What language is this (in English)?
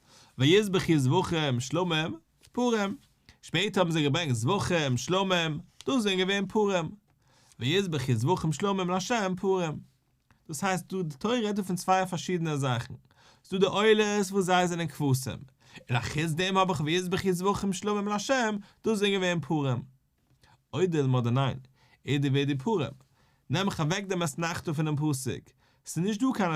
Yiddish